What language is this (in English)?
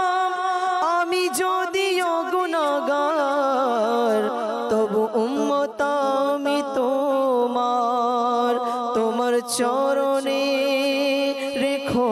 Bangla